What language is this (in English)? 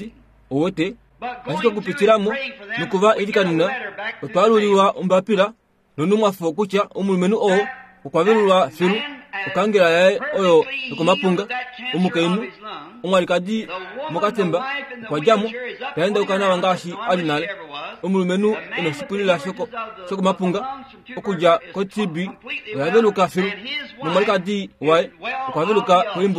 Kuanyama